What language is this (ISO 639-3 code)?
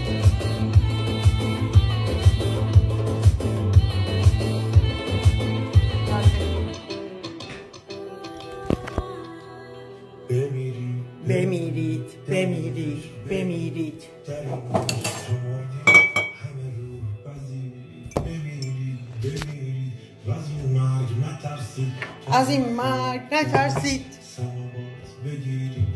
fas